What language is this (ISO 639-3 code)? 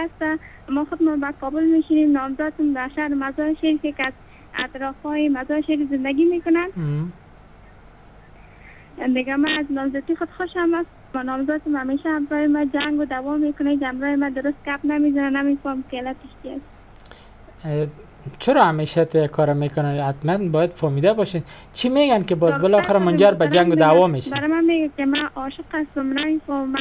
fas